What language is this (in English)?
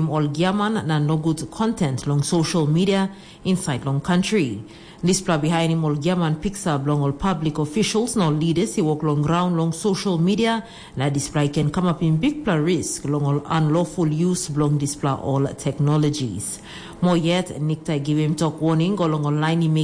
Tok Pisin